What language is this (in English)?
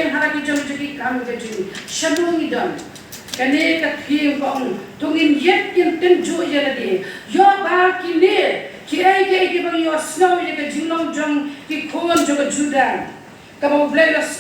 Khasi